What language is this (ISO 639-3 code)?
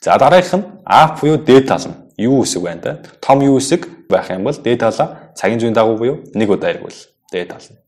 mon